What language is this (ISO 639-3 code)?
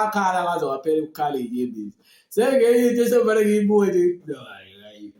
zul